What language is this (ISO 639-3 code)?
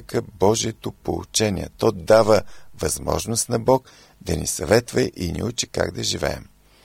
bul